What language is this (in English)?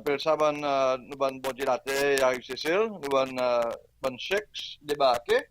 Seselwa Creole French